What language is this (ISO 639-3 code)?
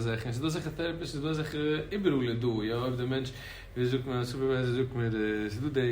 yid